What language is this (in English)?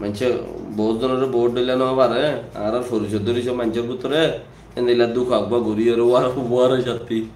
Rohingya